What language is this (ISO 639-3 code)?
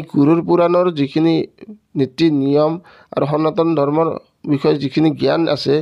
asm